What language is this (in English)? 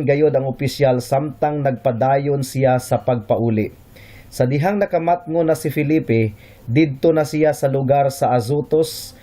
Cebuano